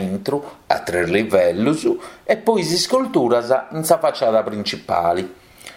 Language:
Sardinian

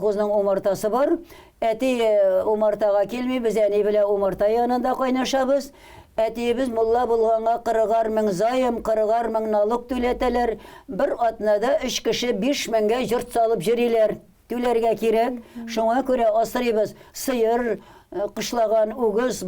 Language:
Tatar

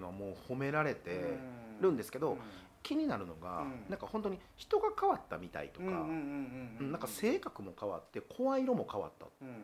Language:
Japanese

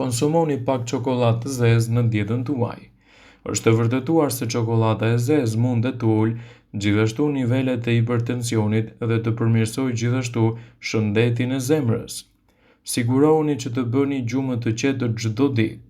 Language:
Albanian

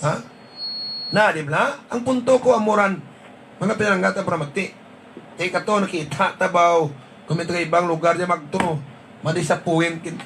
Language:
Hiligaynon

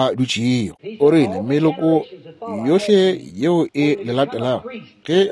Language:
Northern Sotho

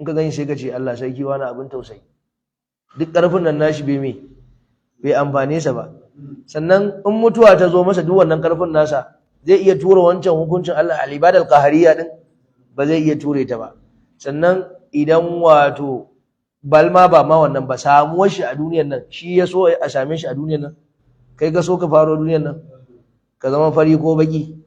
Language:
Hausa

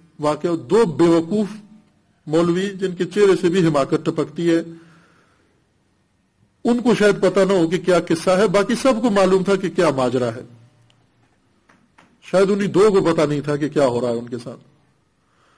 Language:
Urdu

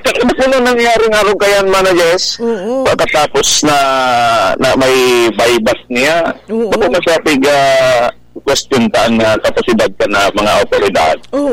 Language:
Bikol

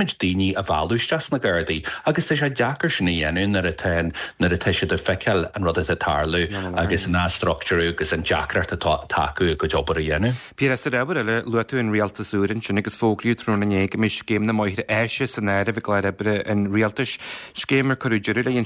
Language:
Irish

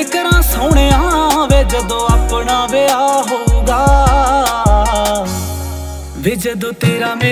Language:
Punjabi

